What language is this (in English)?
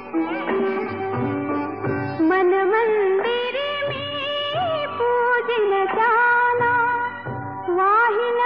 Marathi